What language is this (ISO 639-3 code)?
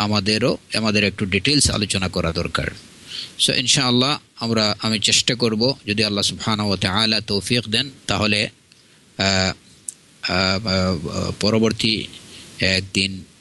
ben